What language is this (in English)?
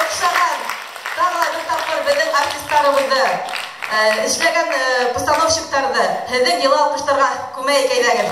Bashkir